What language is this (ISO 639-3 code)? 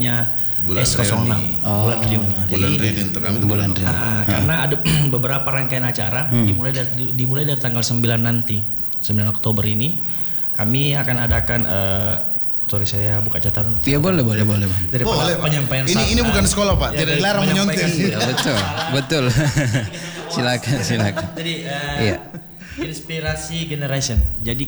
ind